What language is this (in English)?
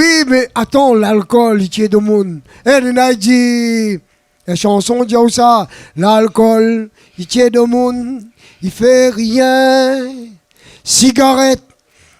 Réunion Creole French